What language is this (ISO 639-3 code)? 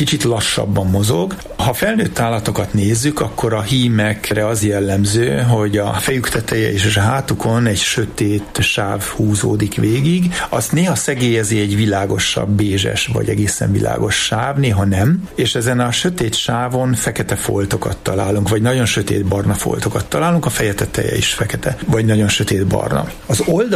hun